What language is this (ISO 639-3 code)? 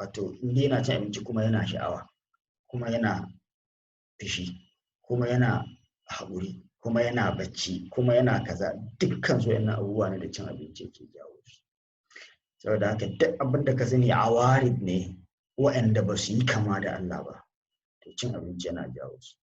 hau